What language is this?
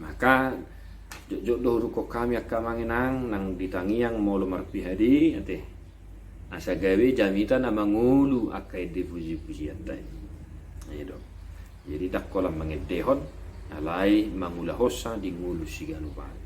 Batak Toba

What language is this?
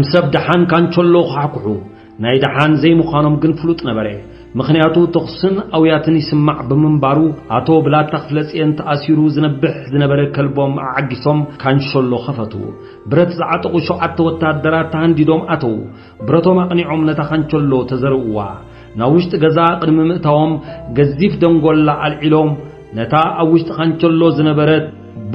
Tigrinya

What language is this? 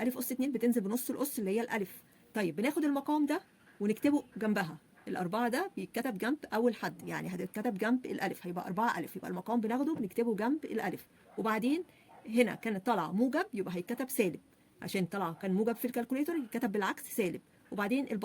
Egyptian Arabic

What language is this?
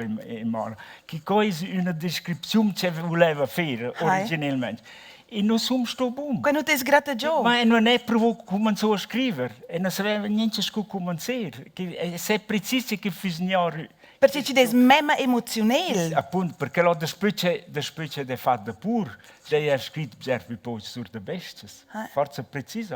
Romansh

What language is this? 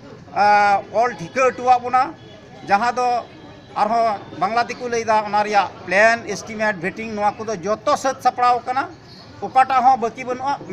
Santali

